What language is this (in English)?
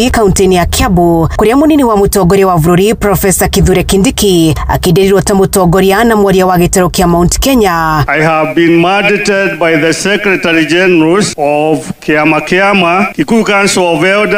Kikuyu